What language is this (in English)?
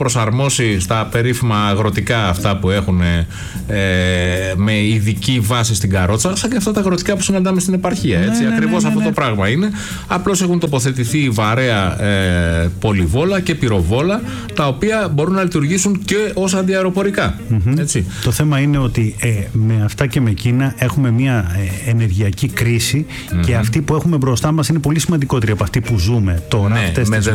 Greek